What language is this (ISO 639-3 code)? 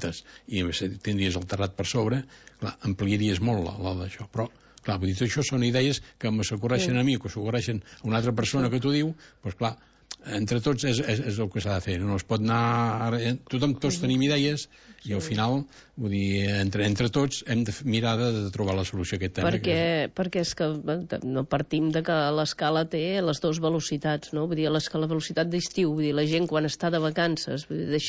cat